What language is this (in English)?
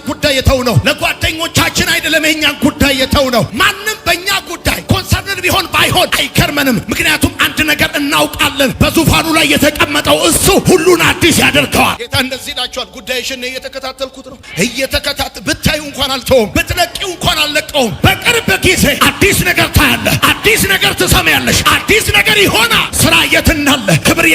Amharic